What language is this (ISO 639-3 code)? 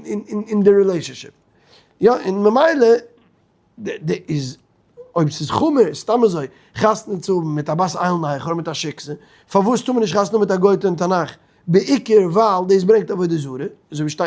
yid